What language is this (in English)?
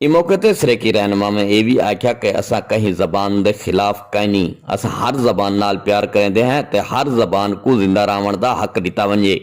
Saraiki